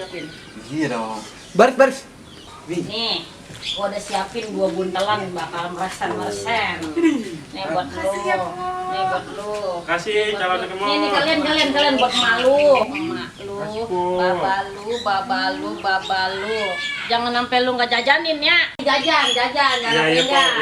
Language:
Betawi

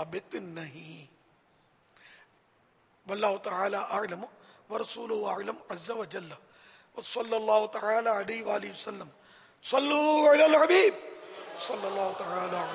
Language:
Urdu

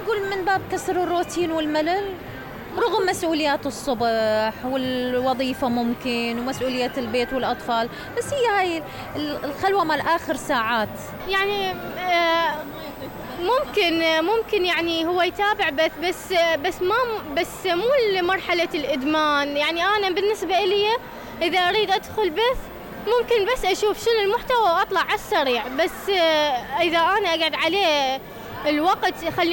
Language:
Mesopotamian Arabic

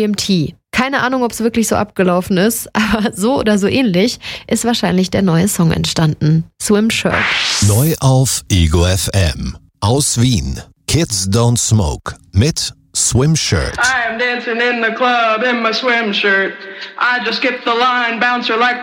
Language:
German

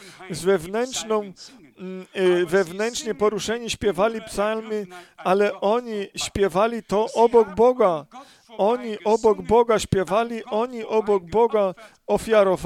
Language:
Polish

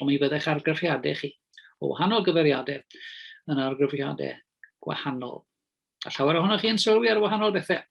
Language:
Welsh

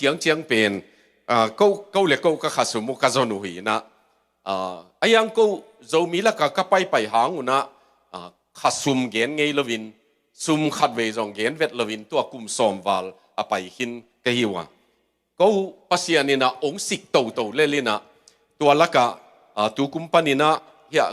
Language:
Tedim Chin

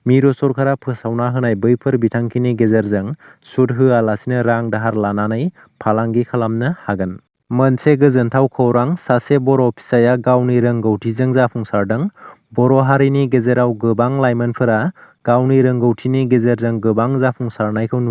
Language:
Bodo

